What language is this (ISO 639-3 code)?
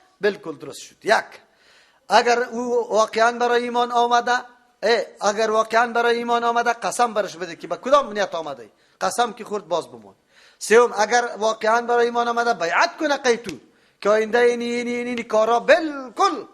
fas